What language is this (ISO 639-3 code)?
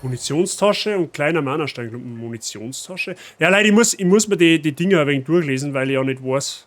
bar